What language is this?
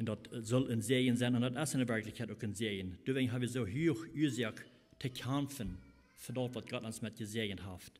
Plautdietsch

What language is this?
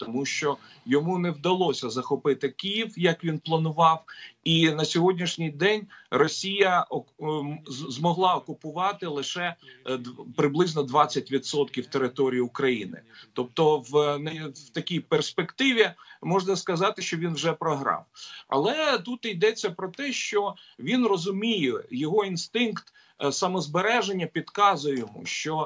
Ukrainian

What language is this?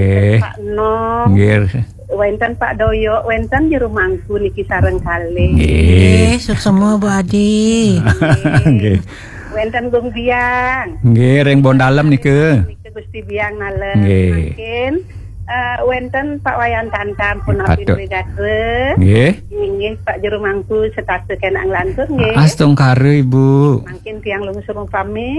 Balinese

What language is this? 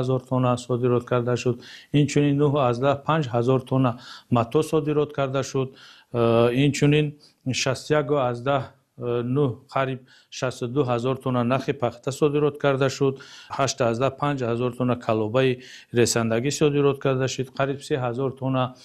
Tajik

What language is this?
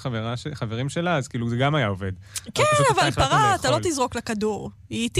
Hebrew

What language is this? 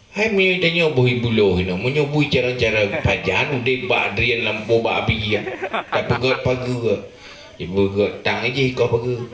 Achinese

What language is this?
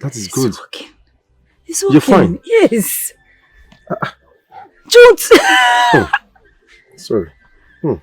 Nigerian Pidgin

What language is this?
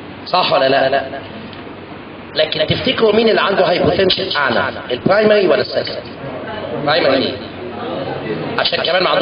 Egyptian Arabic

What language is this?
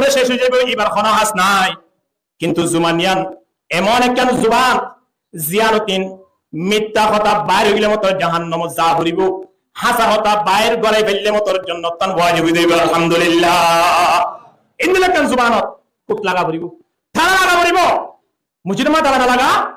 Rohingya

